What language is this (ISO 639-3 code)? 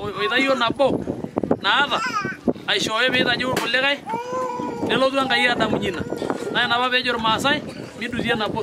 mas